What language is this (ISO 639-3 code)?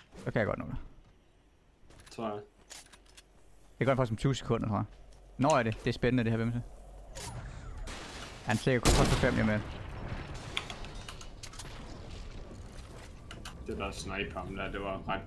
dan